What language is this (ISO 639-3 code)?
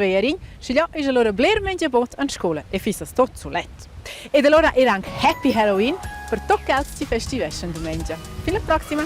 roh